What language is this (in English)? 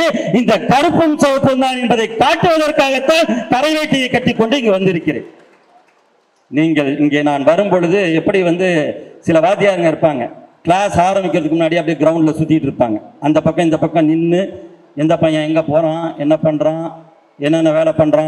Tamil